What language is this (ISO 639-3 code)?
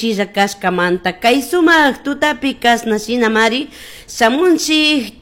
qug